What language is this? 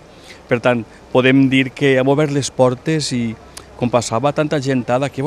Catalan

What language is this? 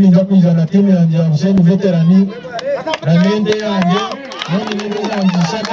Nyankole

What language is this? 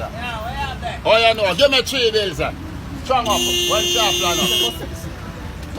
Jamaican Creole English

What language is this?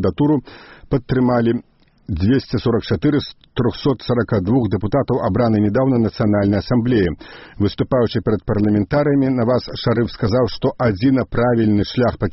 Belarusian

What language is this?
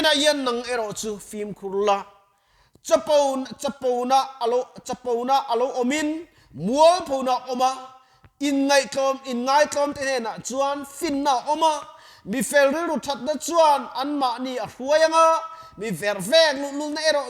Mizo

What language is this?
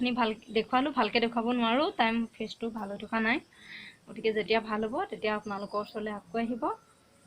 Assamese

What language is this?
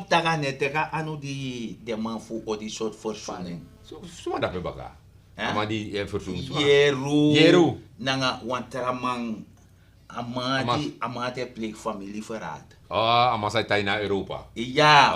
Sranan Tongo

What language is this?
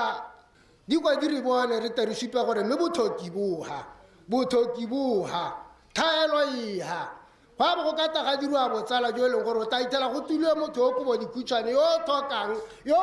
Tswana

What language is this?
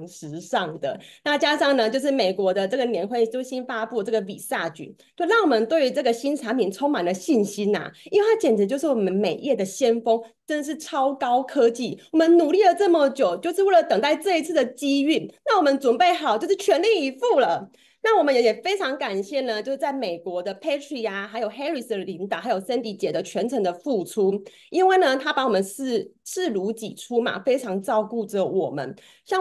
Chinese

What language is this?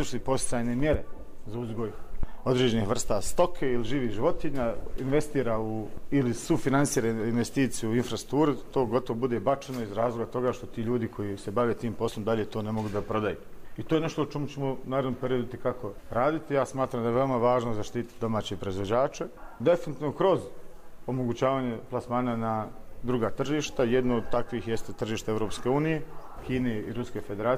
Bosnian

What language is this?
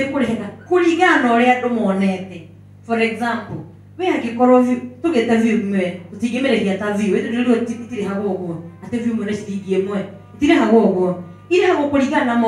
Kikuyu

